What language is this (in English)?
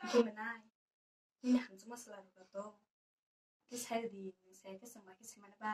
Kok Borok